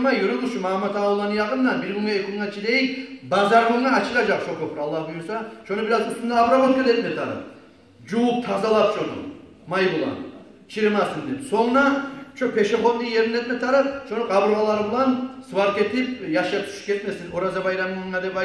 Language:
Kumyk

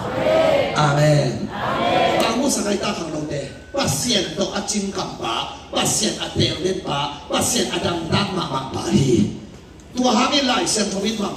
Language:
Tedim Chin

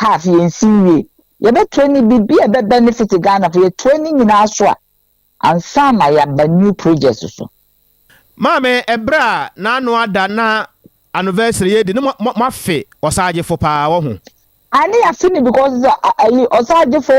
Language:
Akan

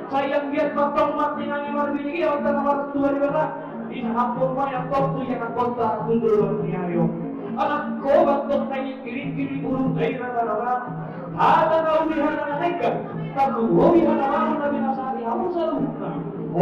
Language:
Batak Toba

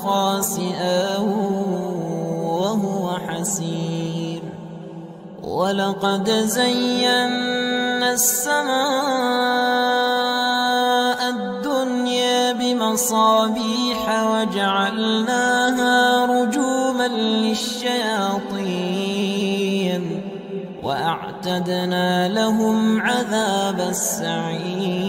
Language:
Arabic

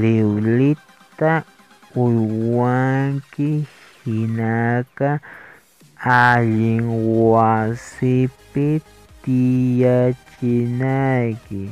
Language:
Quechua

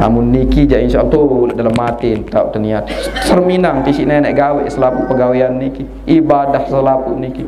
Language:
Sasak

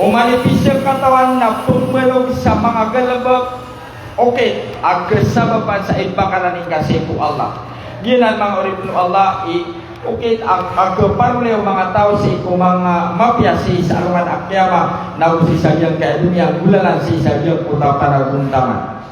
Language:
Maranao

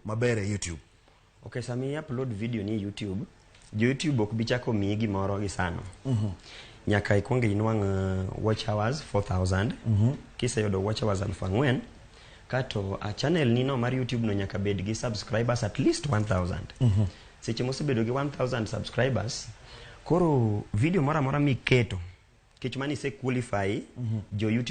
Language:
Luo (Kenya and Tanzania)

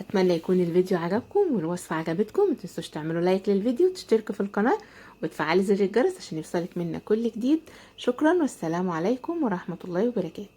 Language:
Egyptian Arabic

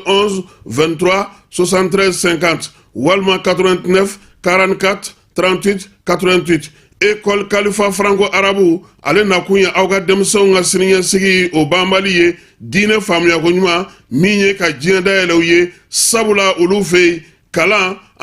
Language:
Bambara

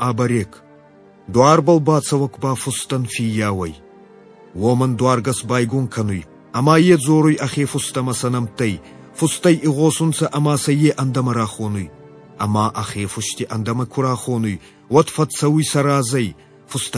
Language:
Ossetic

